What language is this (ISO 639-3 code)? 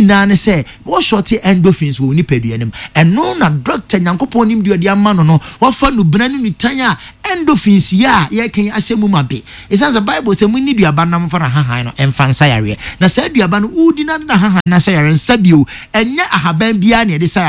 aka